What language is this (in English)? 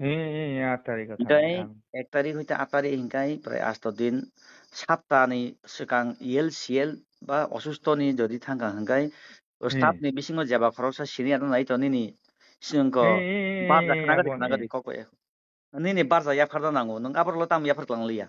Kok Borok